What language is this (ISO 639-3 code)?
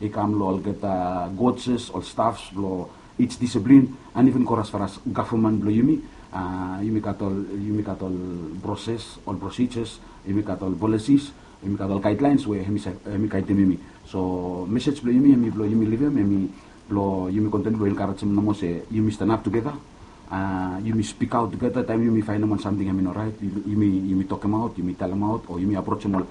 bis